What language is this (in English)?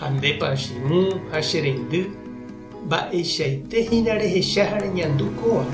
Guarani